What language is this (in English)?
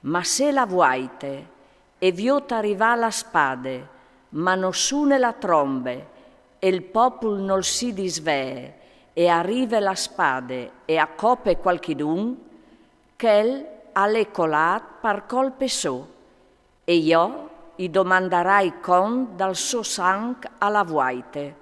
Friulian